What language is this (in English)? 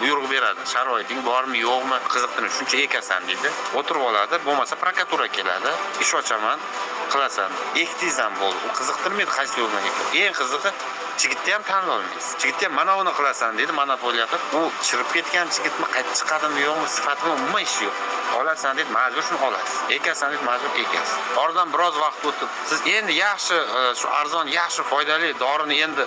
Uzbek